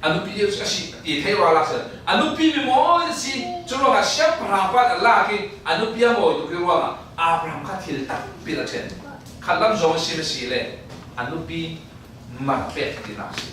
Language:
Falam Chin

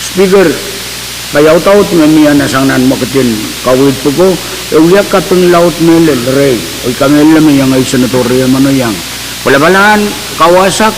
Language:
Pohnpeian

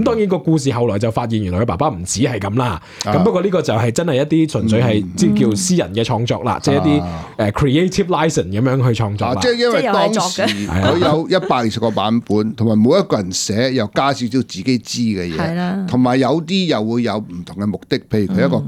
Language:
Cantonese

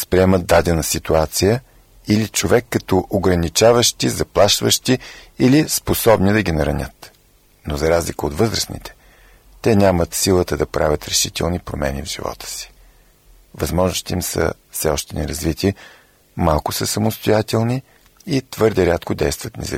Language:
Bulgarian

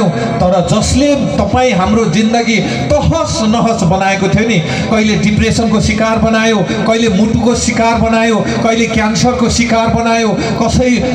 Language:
Nepali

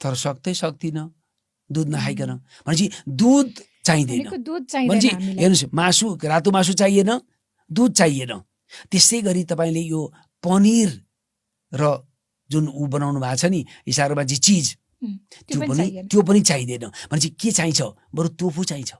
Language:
Nepali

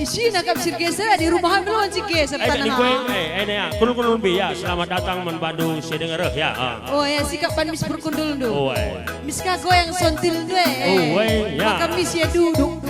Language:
Batak Karo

